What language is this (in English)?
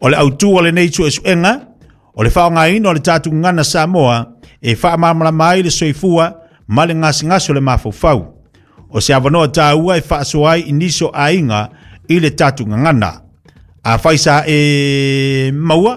Samoan